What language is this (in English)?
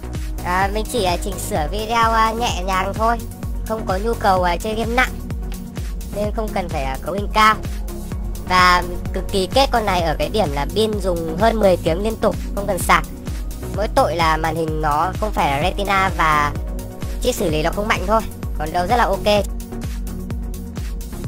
Vietnamese